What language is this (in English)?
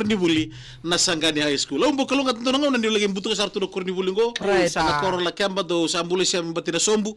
Fijian